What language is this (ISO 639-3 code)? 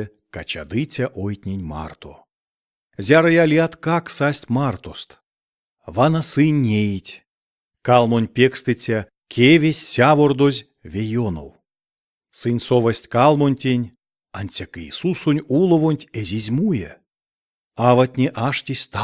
myv